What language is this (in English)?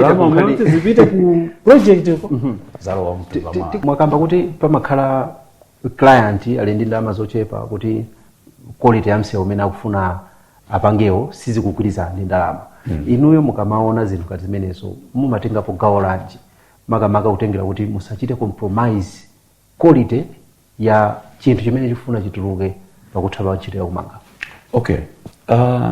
Nyanja